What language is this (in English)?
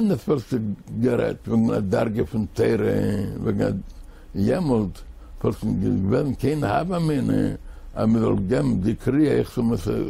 Yiddish